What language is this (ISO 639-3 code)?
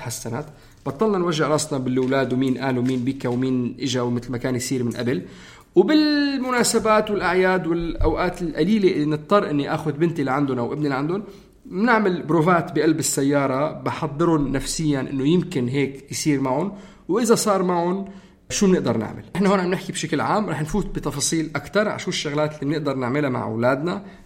apc